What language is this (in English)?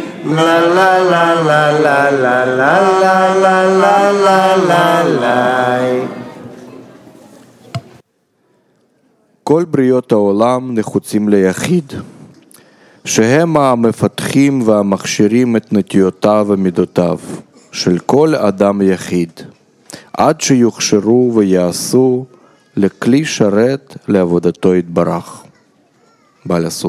Hebrew